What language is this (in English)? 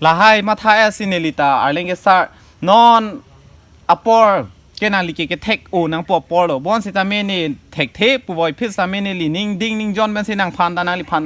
Karbi